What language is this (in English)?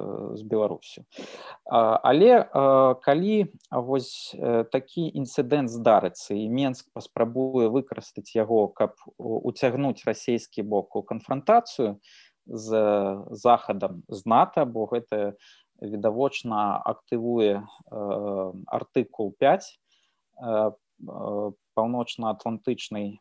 Belarusian